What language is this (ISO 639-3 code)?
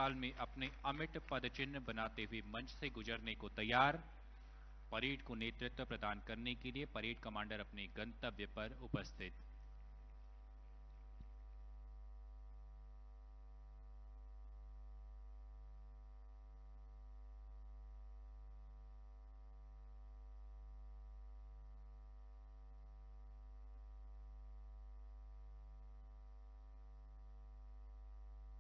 hin